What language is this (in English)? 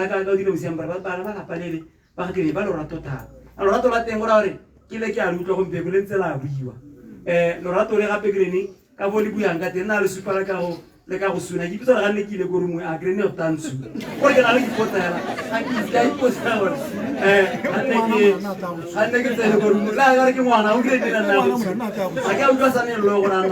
Tswana